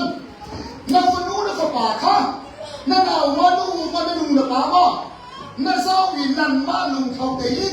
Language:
Hakha Chin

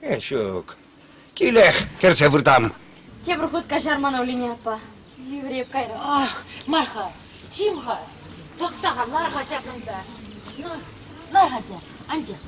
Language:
Chuvash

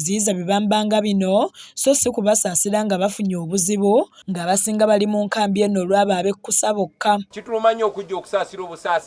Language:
Ganda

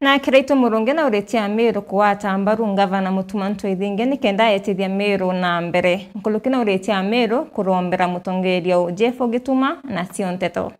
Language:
Meru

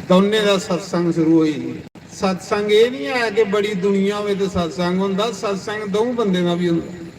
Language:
Dogri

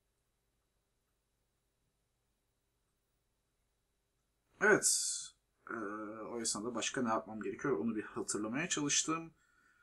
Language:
Turkish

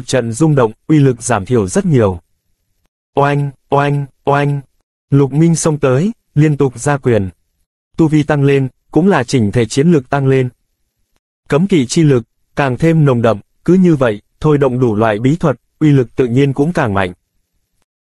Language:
Vietnamese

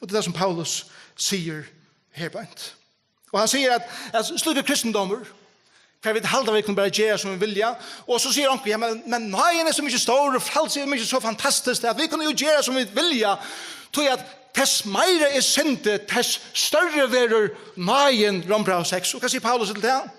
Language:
Faroese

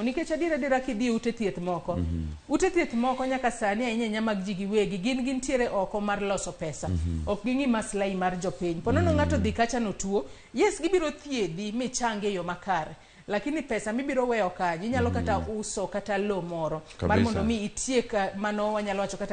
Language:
Luo (Kenya and Tanzania)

